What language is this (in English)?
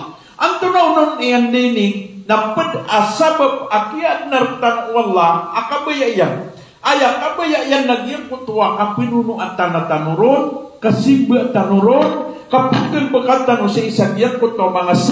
Maranao